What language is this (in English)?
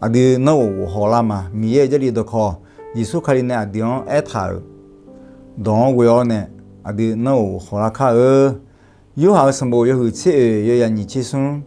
Akha